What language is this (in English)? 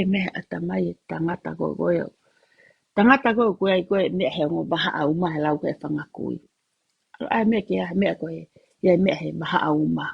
Tongan